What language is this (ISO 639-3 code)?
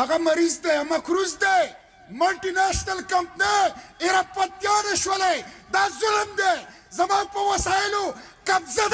pus